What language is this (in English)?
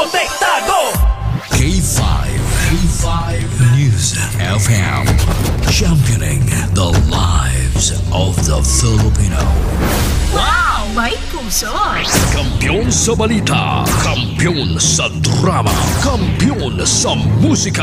Hiligaynon